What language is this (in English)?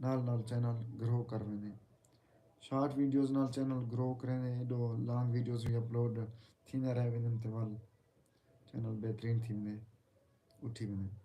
Saraiki